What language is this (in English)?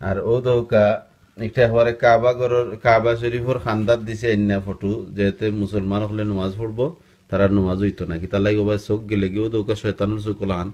Sylheti